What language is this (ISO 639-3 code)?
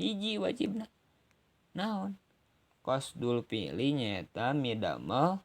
sun